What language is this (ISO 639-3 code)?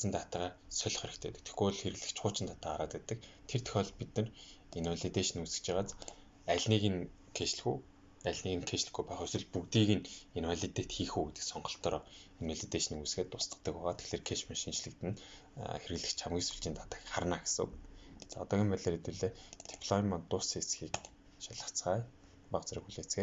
mon